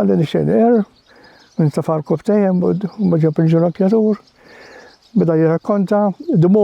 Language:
Maltese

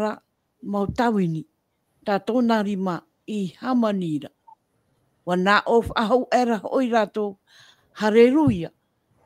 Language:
Tahitian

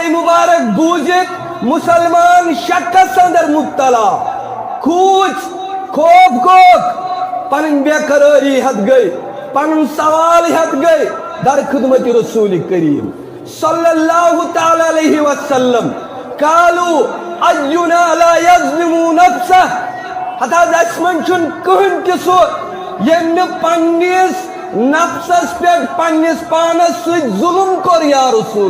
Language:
Kashmiri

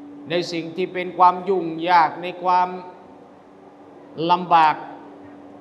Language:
Thai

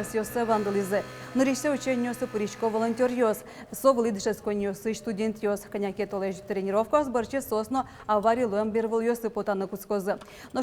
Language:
Udmurt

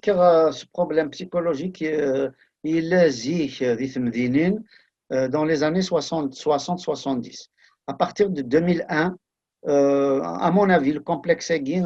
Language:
Kabyle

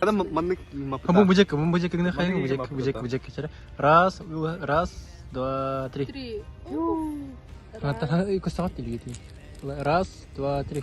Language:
Yakut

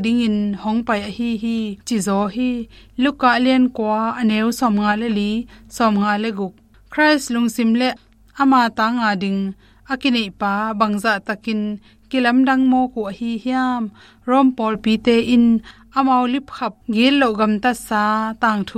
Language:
Tedim Chin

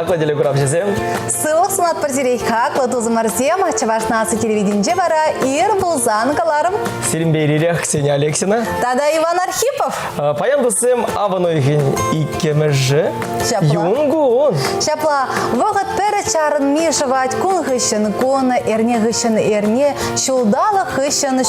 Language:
Chuvash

